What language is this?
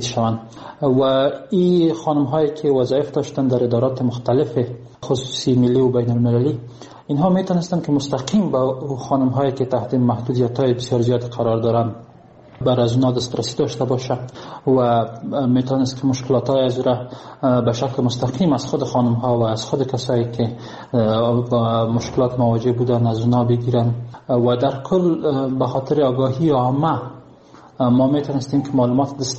Persian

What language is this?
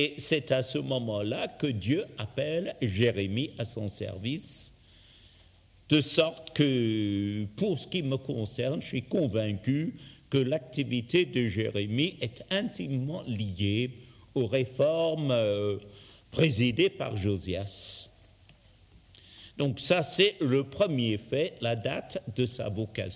French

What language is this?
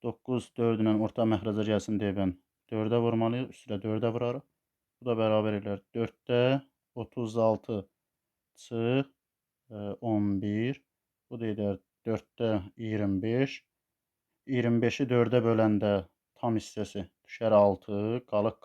Azerbaijani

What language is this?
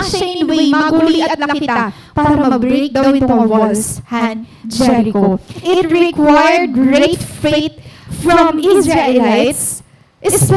Waray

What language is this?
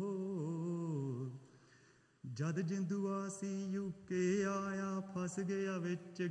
Punjabi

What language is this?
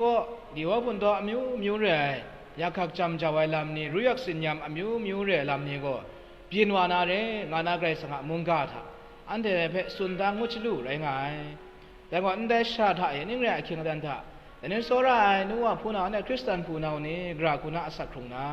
Kachin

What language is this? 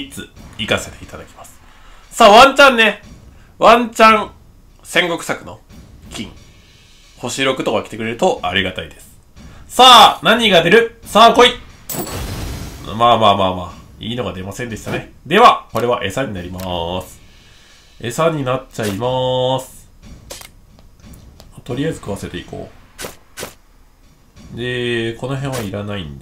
Japanese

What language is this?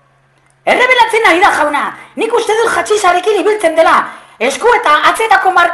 Basque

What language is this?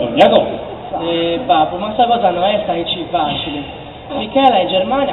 Sardinian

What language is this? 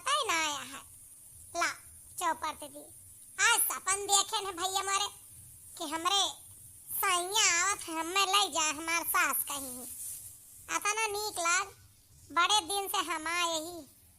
Awadhi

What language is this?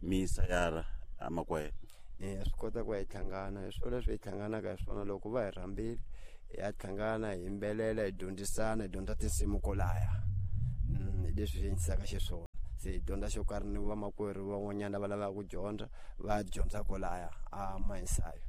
Tsonga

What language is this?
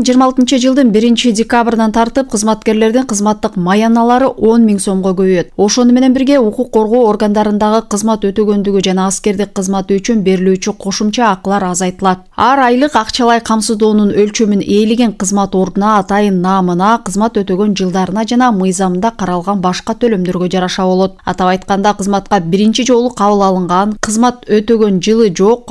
Kyrgyz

